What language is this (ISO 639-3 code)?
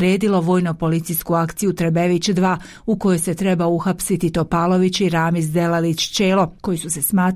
bos